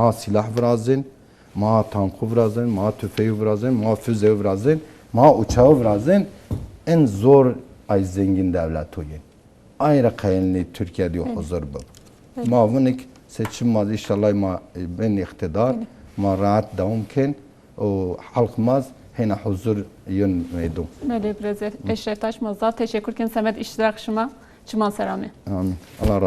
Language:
Zaza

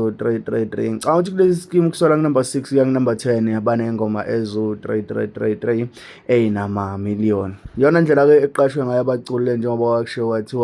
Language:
Zulu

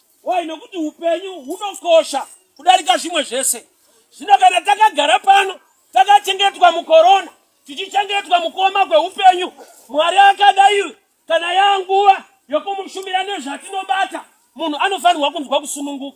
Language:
Shona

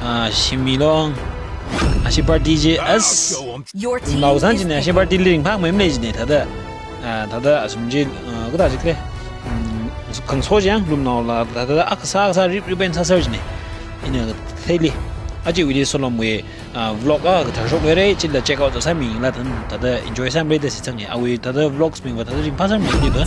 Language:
Tangkhul Naga (India)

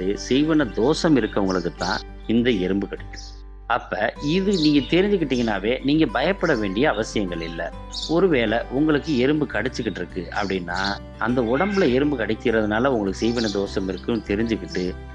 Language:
Tamil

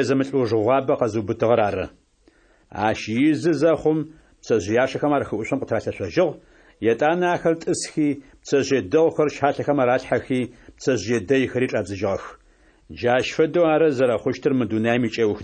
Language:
Adyghe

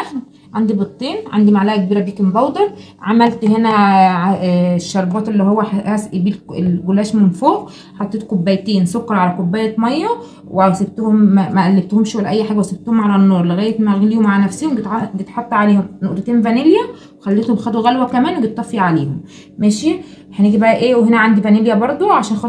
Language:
Egyptian Arabic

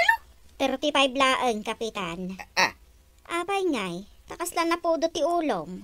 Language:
Iloko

